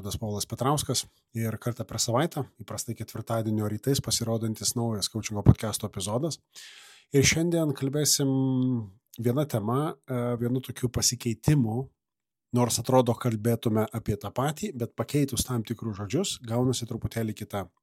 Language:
Lithuanian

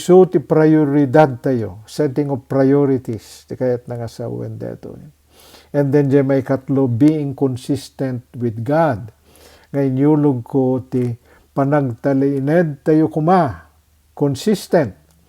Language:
Iloko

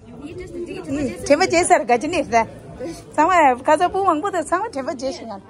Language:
Tibetan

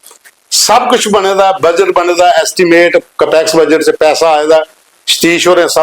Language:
Dogri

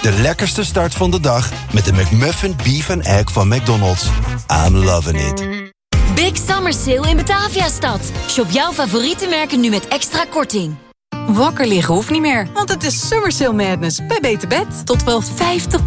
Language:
Dutch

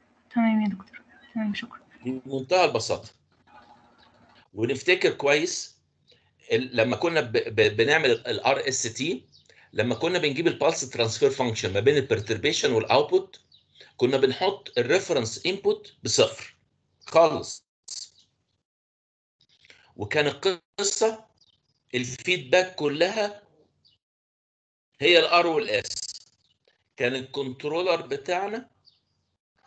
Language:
Egyptian Arabic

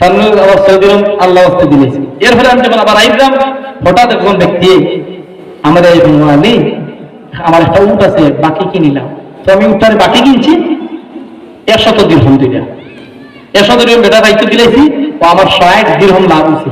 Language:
Sylheti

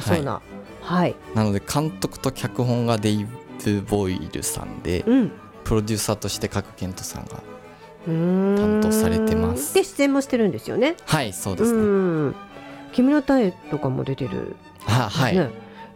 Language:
Japanese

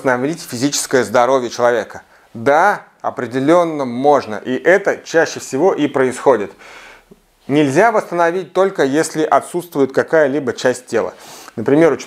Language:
Russian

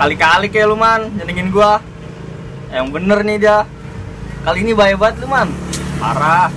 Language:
Betawi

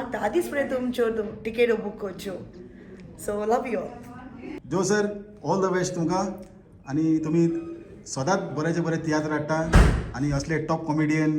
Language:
Konkani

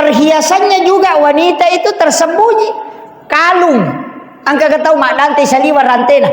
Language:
Buginese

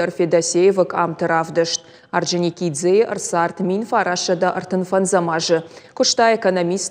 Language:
Ossetic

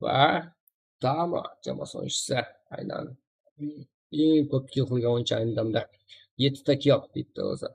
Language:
Kara-Kalpak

